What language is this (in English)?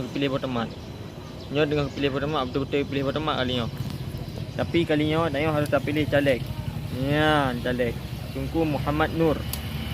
Achinese